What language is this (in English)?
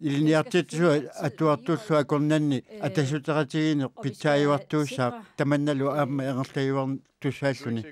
Kalaallisut